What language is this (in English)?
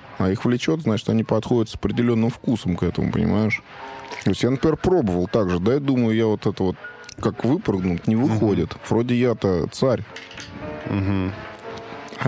Russian